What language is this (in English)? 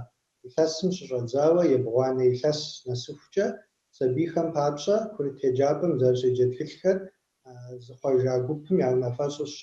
Kabardian